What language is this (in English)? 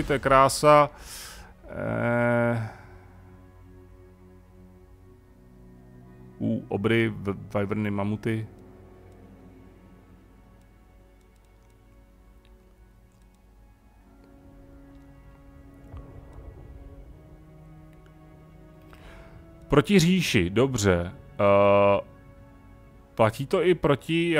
Czech